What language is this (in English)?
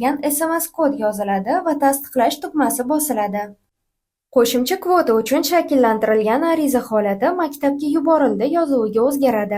Uzbek